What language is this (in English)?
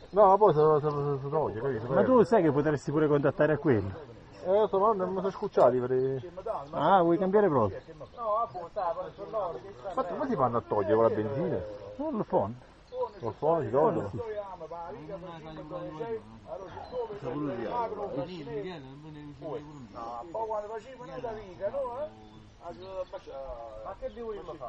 Italian